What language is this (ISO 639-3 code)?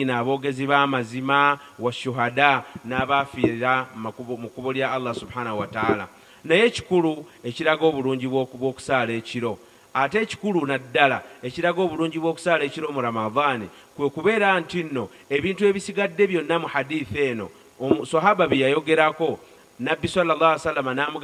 lug